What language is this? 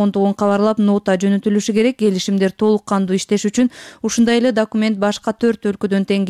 Kyrgyz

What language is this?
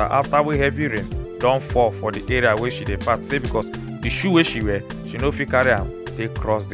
Nigerian Pidgin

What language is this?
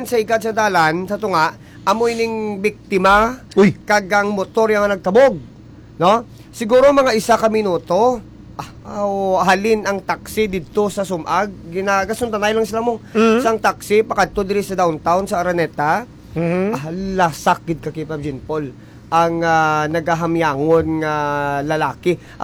Hiligaynon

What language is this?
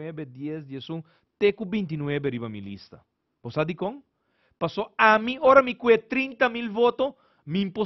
Papiamento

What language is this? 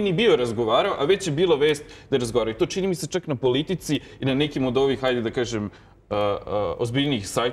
Serbian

